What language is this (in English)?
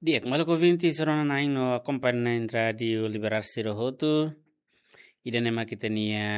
Tetum